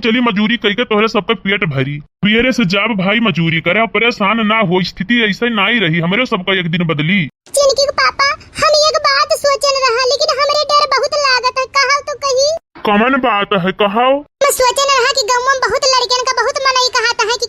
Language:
Awadhi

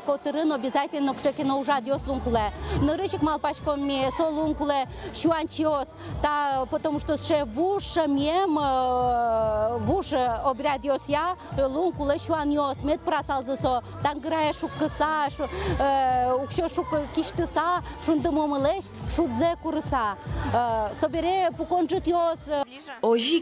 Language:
Udmurt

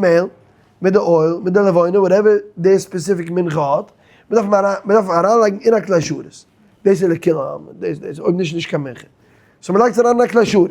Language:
Yiddish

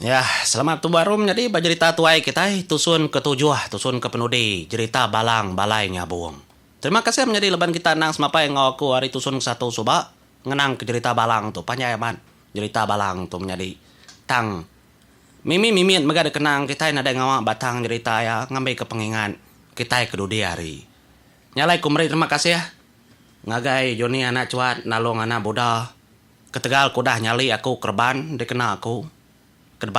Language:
Iban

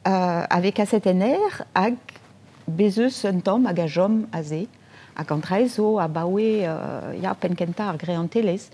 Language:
Breton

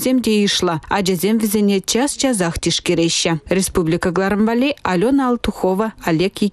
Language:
Chuvash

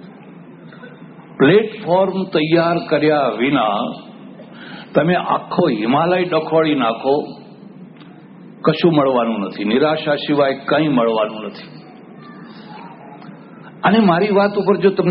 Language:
Gujarati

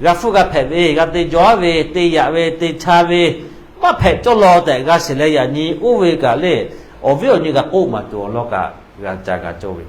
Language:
Lahu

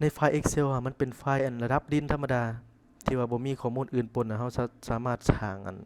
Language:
Lao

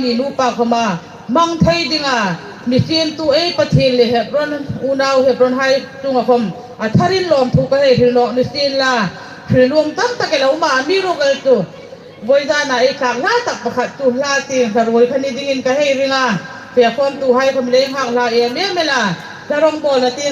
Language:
Hmar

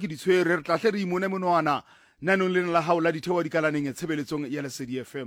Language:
Southern Sotho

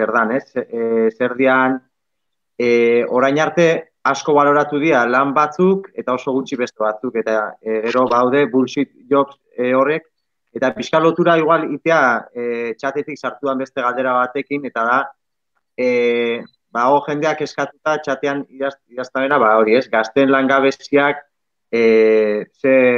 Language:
Basque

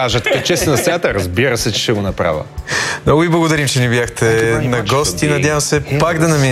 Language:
Bulgarian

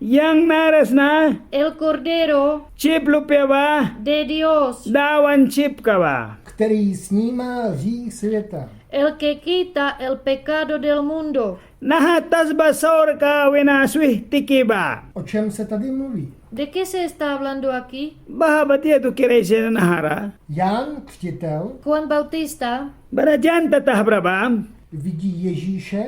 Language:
Mískito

